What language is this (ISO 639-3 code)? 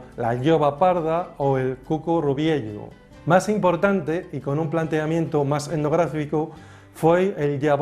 ast